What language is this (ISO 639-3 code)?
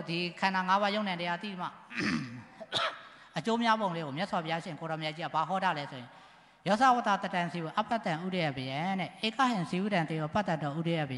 mya